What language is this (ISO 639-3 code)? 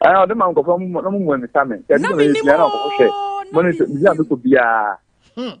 aka